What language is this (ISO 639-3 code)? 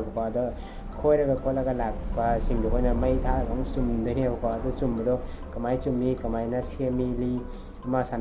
mni